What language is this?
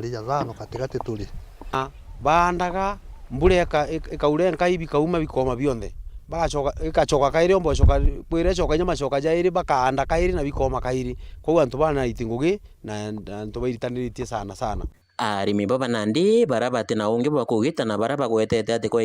Meru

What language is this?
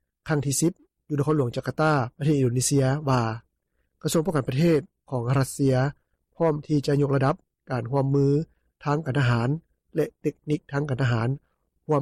Lao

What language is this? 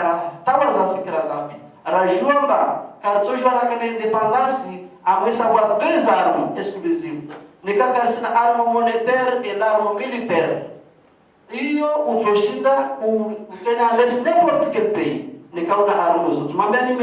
Ngazidja Comorian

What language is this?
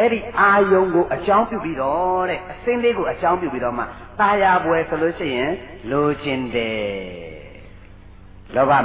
Burmese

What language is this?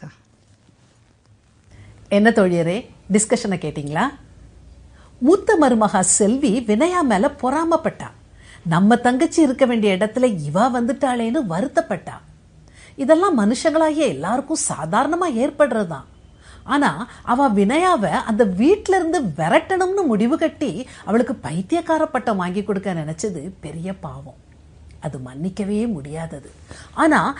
Tamil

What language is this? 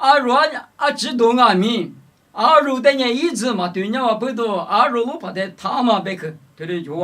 Lisu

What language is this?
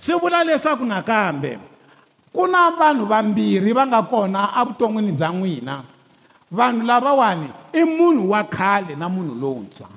Tsonga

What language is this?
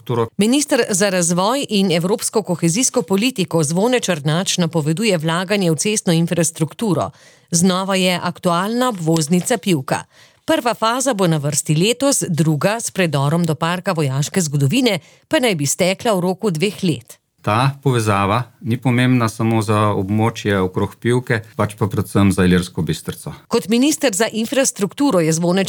Slovenian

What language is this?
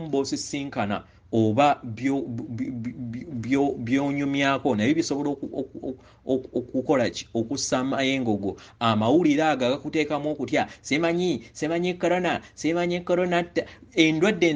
Ganda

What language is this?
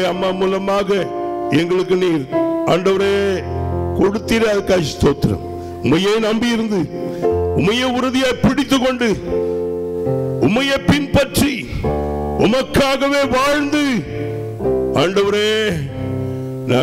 Tamil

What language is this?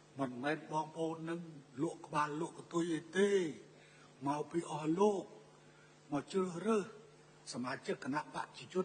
Khmer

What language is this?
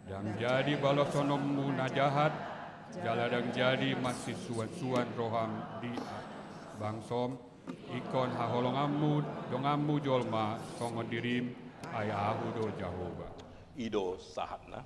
Batak Toba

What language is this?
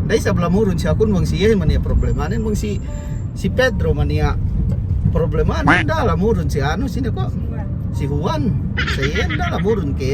Yakan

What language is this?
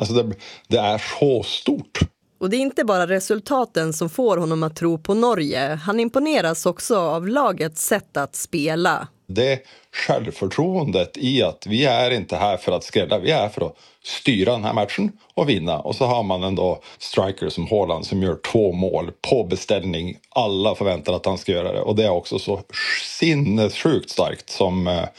Swedish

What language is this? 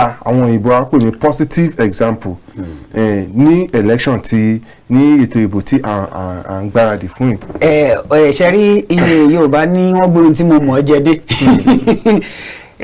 Yoruba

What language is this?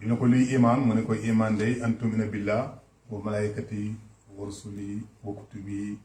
Wolof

